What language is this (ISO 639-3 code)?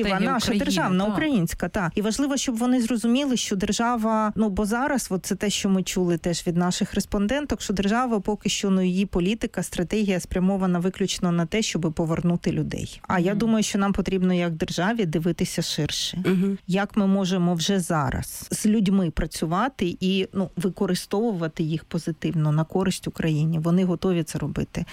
ukr